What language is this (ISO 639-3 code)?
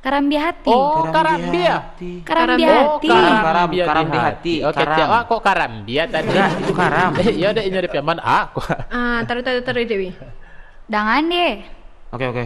min